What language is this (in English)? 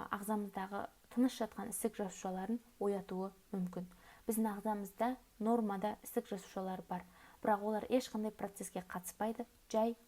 Kazakh